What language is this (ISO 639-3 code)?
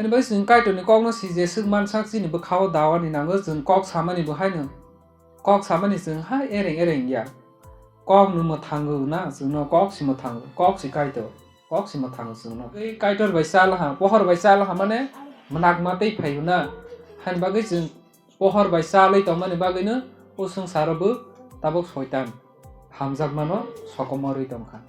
trp